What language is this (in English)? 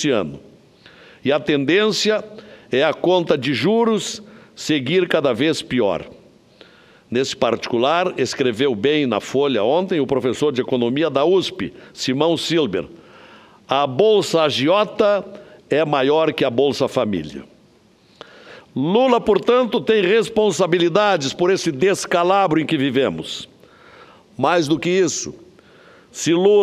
Portuguese